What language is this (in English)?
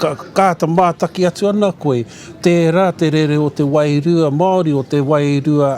Māori